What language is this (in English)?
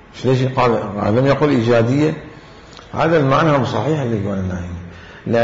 Mesopotamian Arabic